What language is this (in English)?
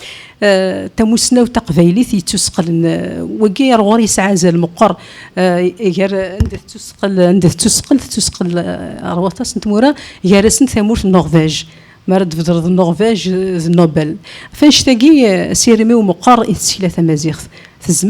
Kabyle